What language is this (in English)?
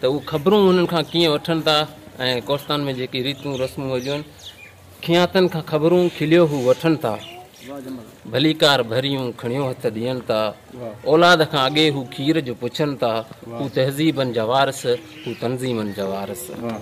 Sindhi